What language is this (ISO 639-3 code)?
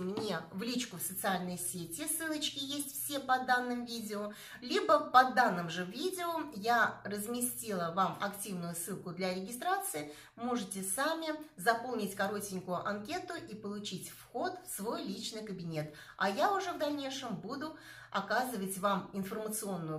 rus